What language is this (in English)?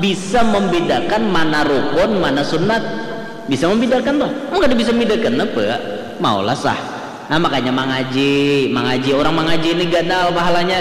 Banjar